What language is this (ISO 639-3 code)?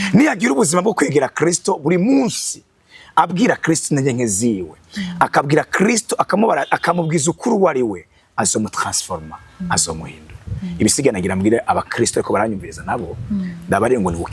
run